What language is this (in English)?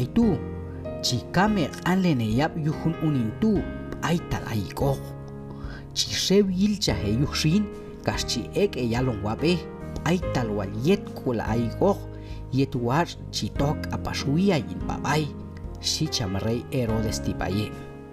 Q'anjob'al